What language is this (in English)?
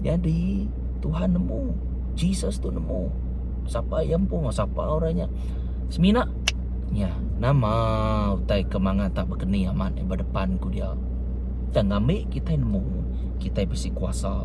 Iban